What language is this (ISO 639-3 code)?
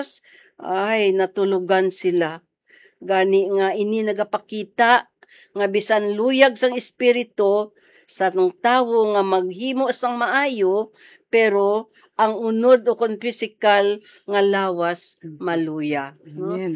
hil